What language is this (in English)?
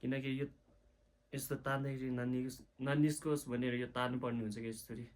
Nepali